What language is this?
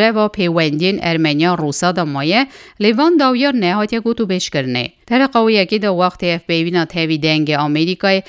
Kurdish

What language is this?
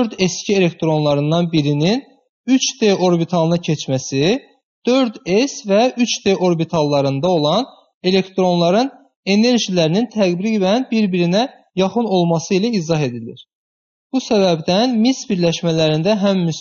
Azerbaijani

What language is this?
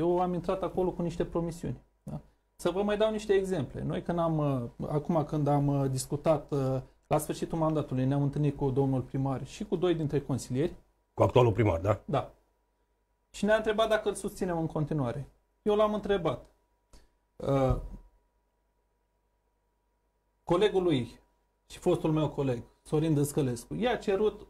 Romanian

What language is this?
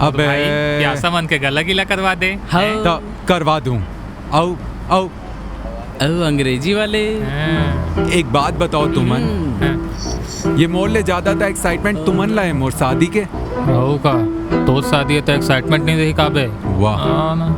Chhattisgarhi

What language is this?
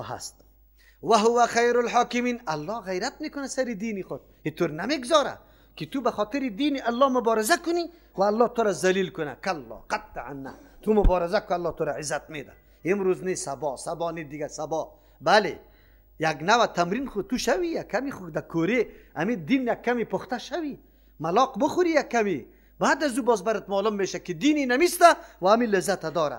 Persian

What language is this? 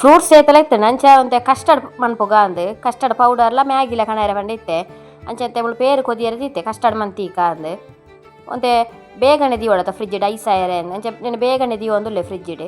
Tulu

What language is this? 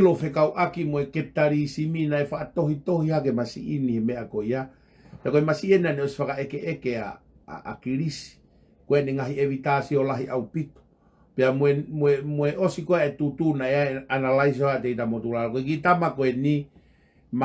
Tongan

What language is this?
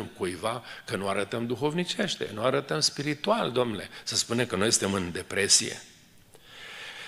Romanian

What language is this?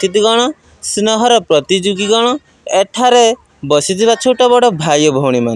Odia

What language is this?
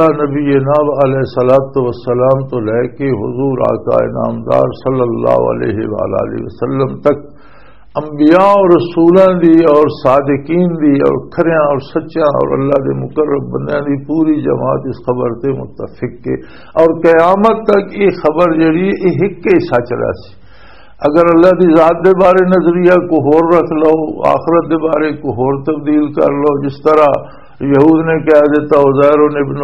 Western Panjabi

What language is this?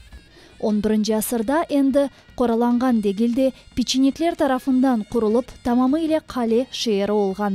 Crimean Tatar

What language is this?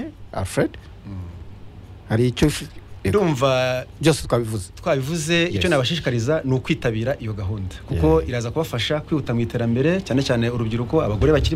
Kinyarwanda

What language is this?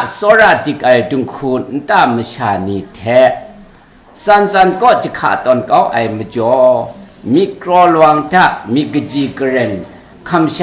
Kachin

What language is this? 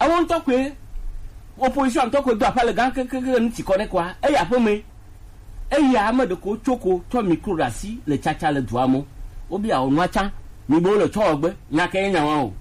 Gen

